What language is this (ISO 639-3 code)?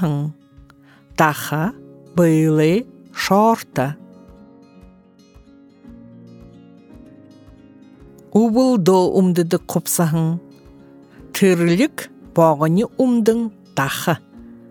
bua